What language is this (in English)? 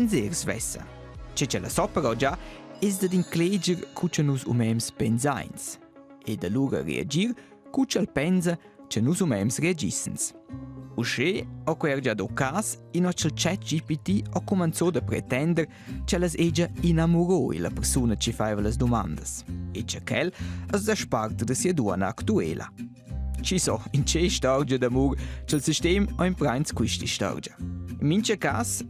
Romansh